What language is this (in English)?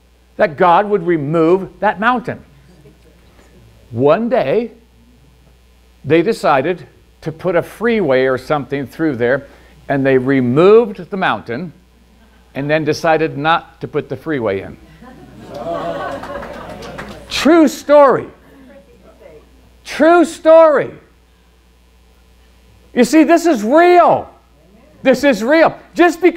English